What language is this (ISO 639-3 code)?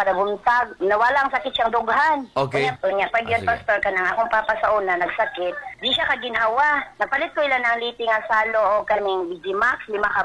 ceb